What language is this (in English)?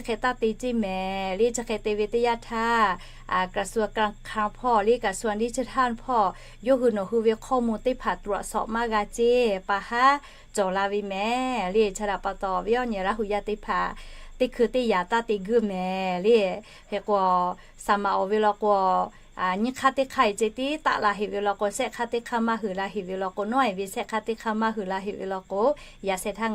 Lahu